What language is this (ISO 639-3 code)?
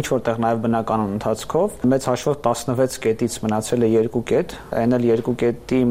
hye